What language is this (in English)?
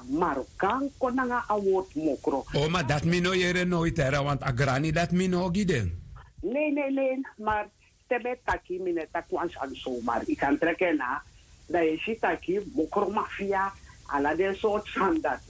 Sranan Tongo